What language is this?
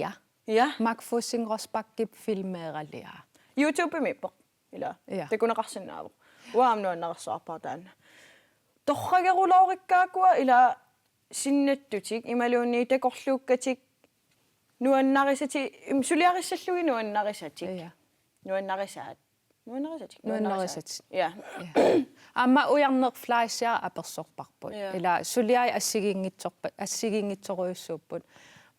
Kalaallisut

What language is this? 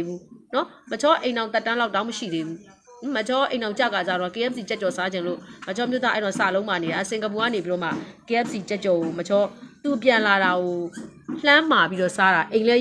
Burmese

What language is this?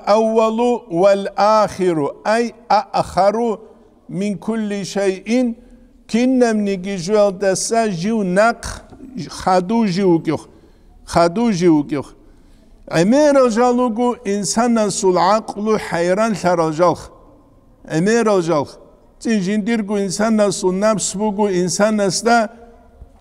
Avaric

